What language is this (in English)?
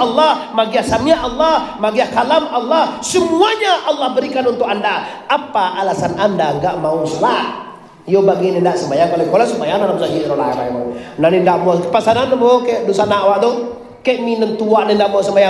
Minangkabau